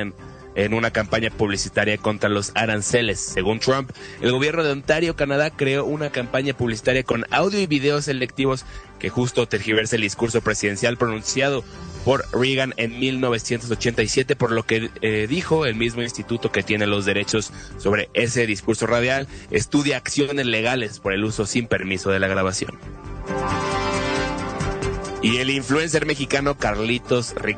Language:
Spanish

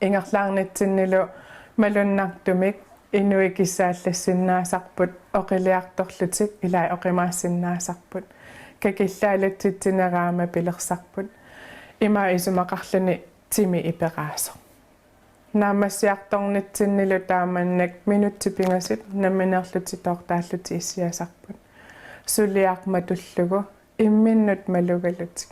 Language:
Kalaallisut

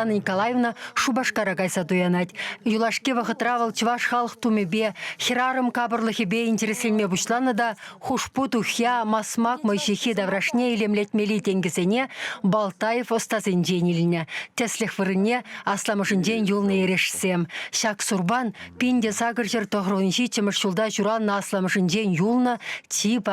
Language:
Chuvash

